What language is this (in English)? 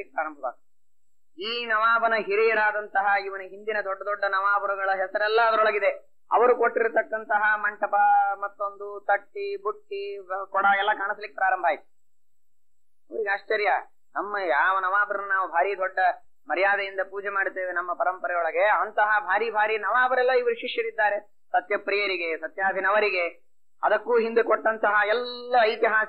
Kannada